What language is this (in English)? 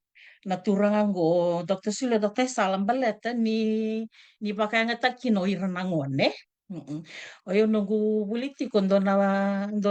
Fijian